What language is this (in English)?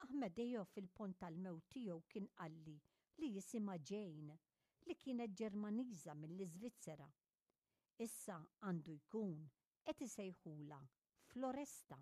Maltese